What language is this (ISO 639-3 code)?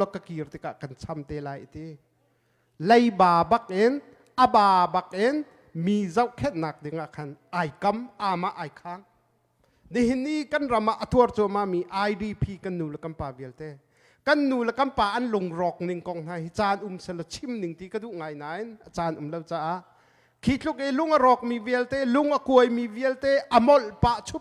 cnh